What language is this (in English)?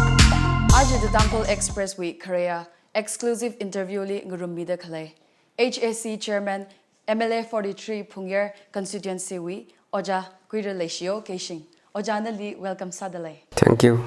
Tangkhul Naga (India)